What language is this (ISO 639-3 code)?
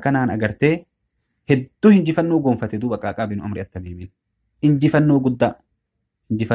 orm